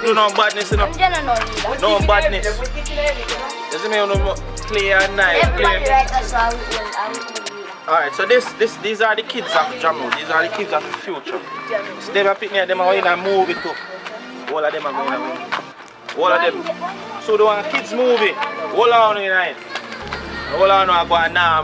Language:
Jamaican Creole English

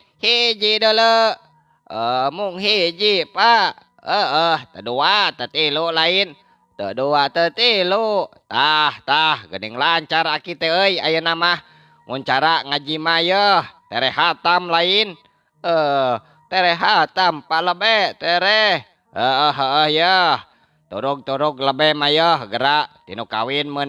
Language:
Sundanese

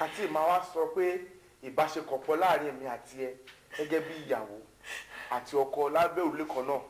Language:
Yoruba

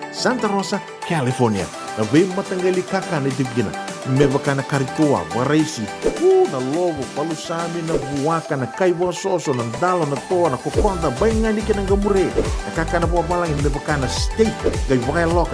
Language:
Fijian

